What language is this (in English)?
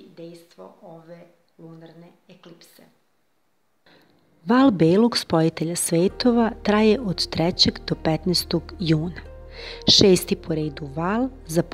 Serbian